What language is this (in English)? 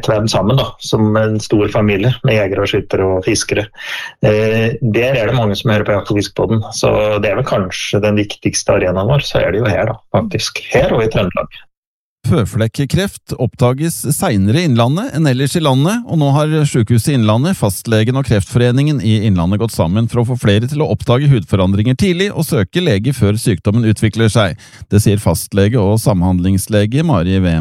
Norwegian